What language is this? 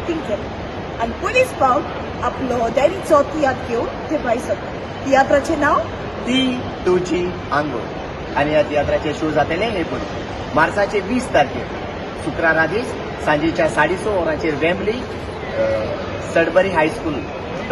Konkani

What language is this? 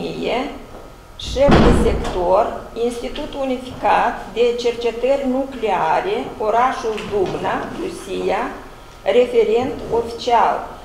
Romanian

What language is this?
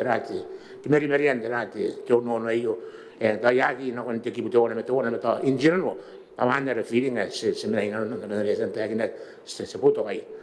Gilbertese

